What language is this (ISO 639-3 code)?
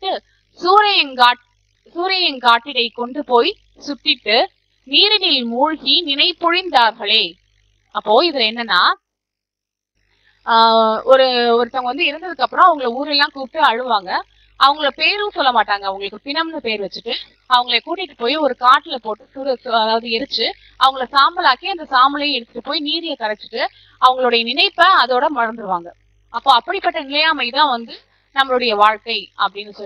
tam